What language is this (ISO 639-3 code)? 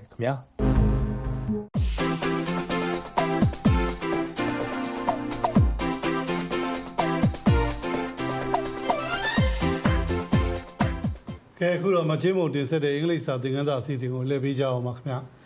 mya